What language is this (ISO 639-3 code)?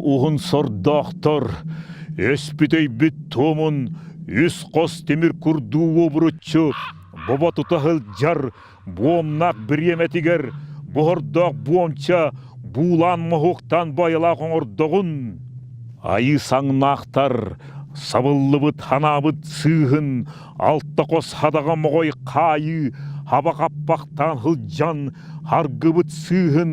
sah